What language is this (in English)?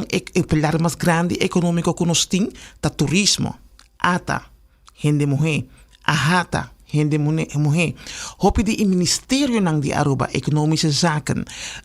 Papiamento